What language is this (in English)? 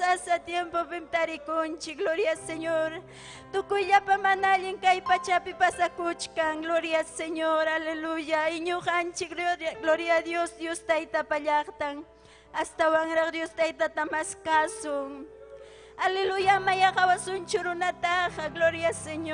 Ayacucho Quechua